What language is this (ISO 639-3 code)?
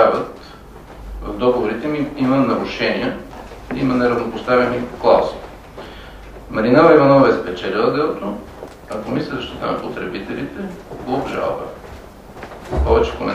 bul